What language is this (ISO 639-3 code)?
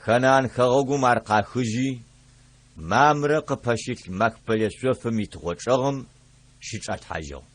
ady